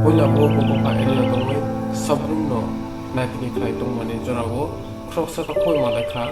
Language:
Kok Borok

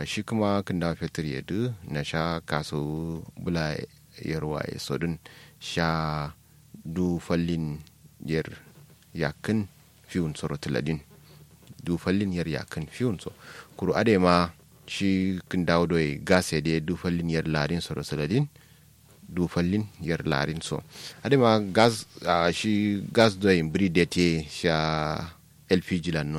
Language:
Kanuri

